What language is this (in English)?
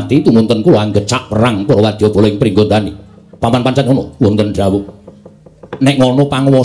Javanese